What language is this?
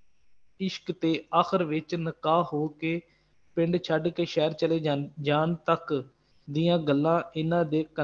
Punjabi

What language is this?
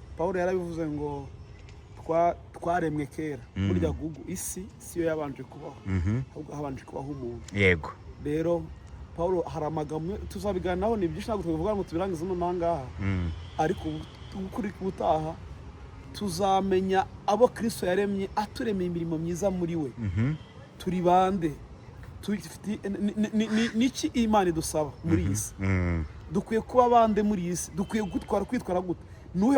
Kinyarwanda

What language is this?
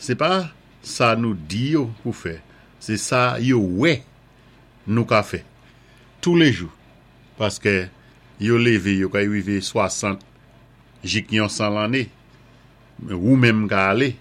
Saint Lucian Creole French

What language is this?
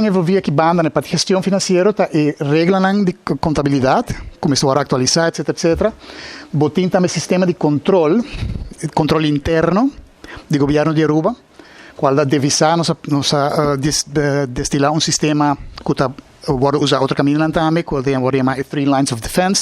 Papiamento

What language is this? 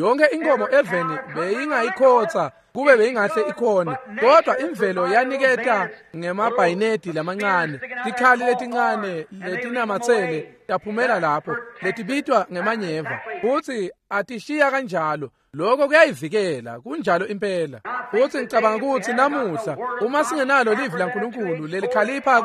Swati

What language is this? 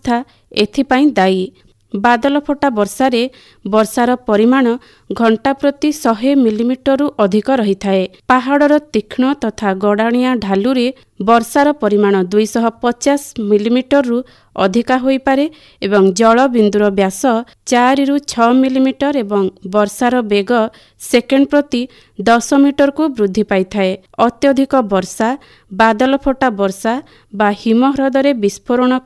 Odia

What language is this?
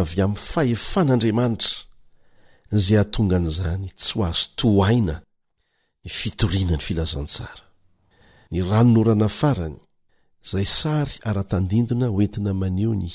Malagasy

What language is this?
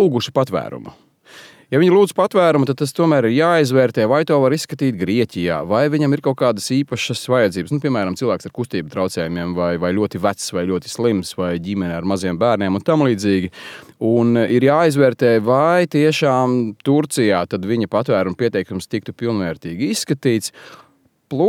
Latvian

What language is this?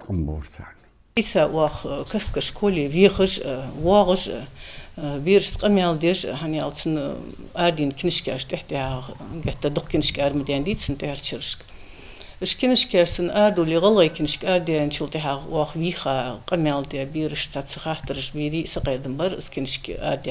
Ingush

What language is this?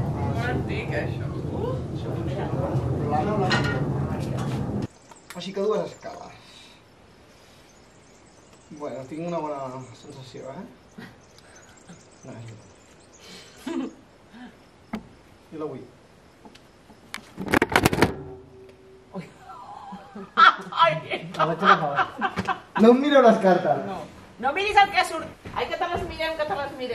Catalan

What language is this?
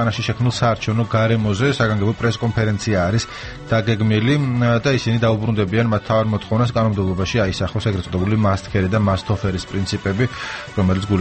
Georgian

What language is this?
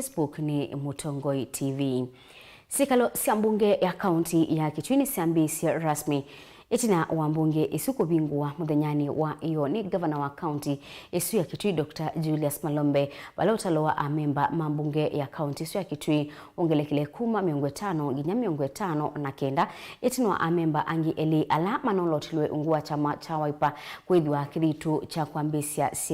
Kamba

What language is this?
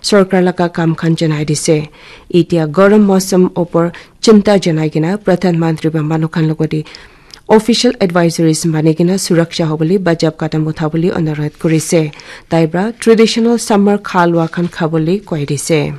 Naga Pidgin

